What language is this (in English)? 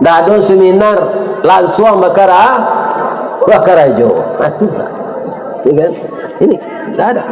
Minangkabau